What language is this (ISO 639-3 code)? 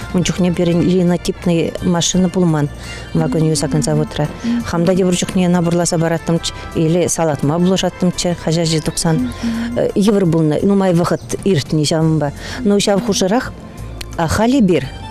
chv